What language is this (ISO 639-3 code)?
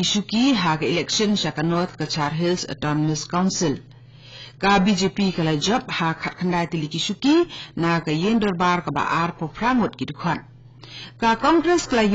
kha